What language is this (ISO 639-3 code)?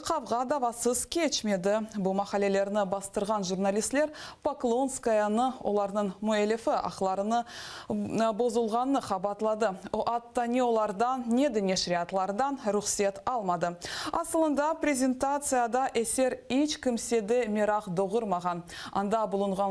crh